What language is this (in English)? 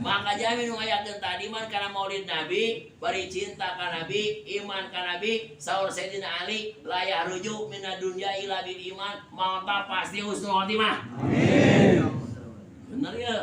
Sundanese